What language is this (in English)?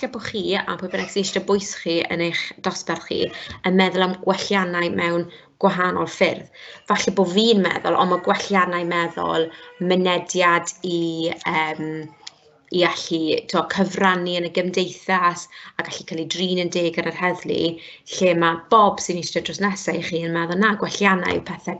Welsh